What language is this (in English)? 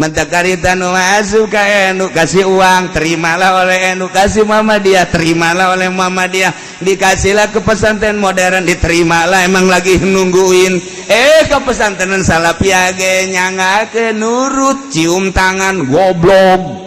Sundanese